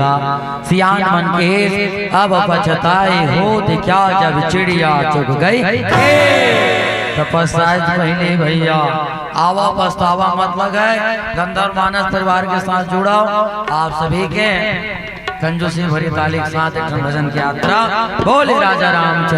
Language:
Chhattisgarhi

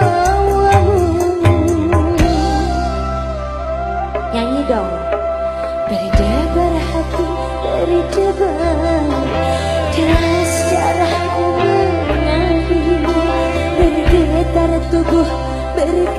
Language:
Indonesian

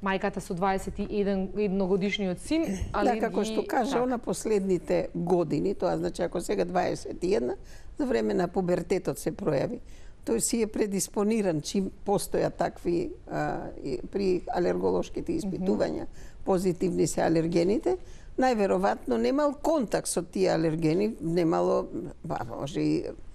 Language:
Macedonian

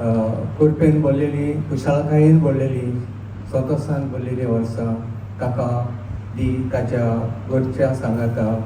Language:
Konkani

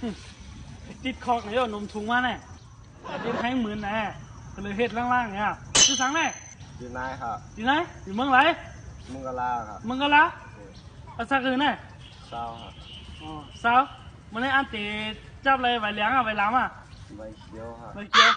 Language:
Shan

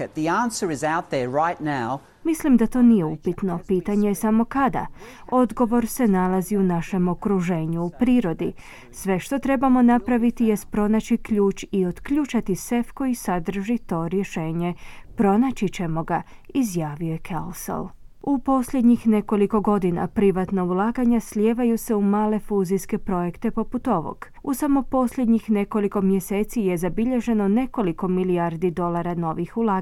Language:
Croatian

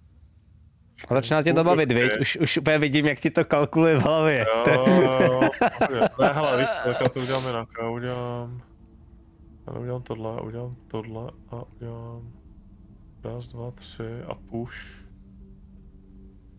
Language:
Czech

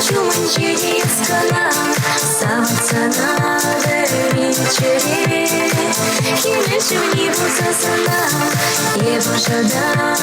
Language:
Chuvash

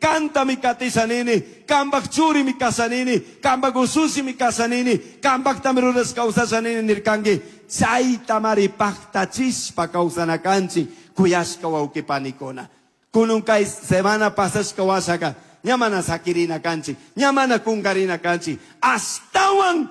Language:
Chimborazo Highland Quichua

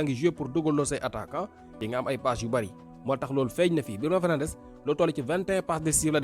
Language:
Wolof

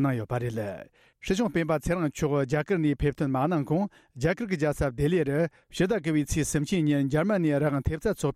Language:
Tibetan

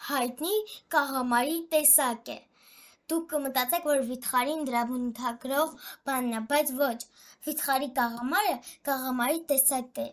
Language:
Armenian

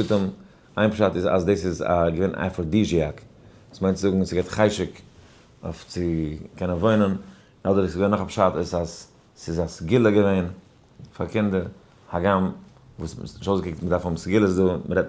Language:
Yiddish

